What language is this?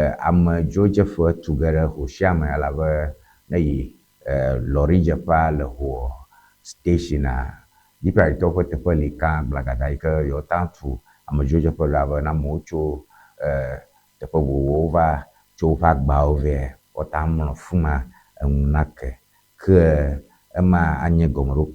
Ewe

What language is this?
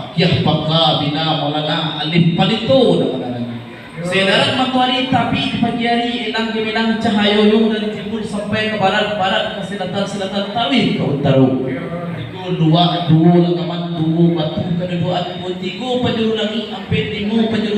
Minangkabau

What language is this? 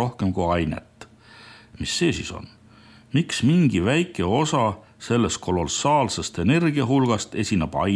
Estonian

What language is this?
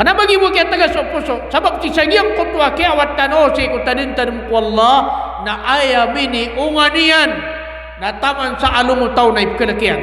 Maranao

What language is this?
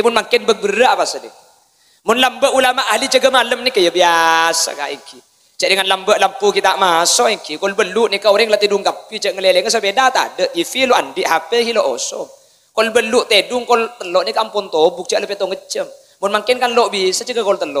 Madurese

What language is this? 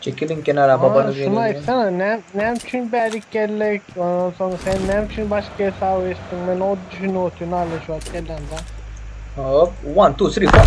Turkmen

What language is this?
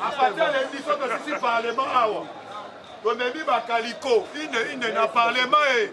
Lingala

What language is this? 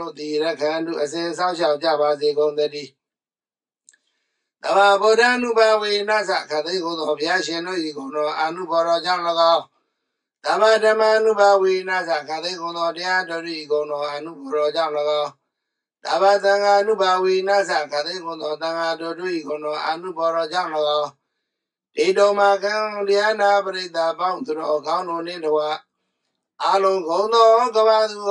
Burmese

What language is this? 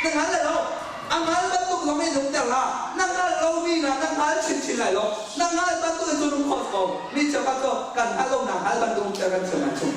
Hakha Chin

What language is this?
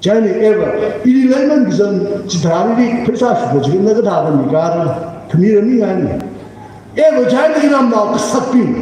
Tangkhul Naga (India)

